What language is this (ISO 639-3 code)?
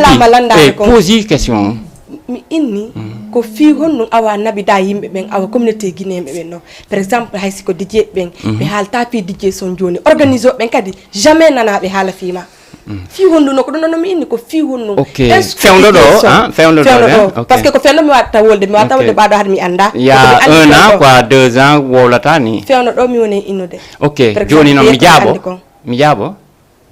ful